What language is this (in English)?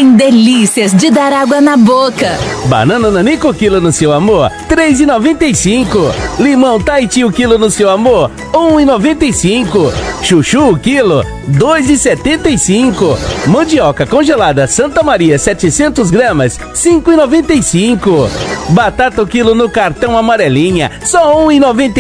Portuguese